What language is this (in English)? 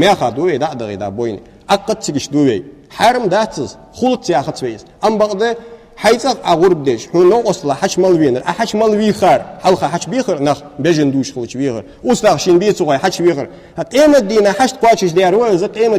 Ingush